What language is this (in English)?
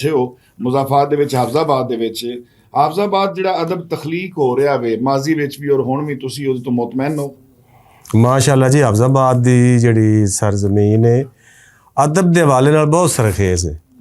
Western Panjabi